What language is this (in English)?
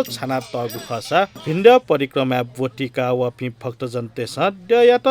Newari